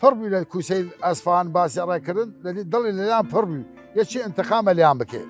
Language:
Southern Kurdish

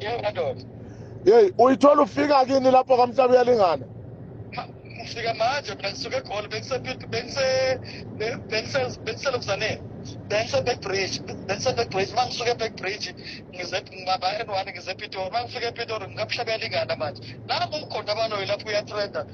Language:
Zulu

